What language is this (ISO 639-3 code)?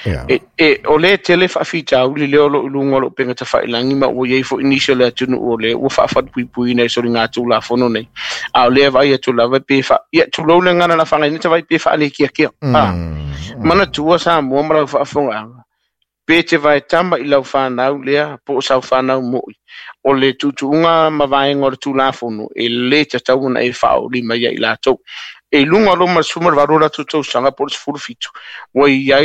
smo